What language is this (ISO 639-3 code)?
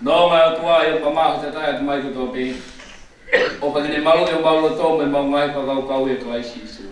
ton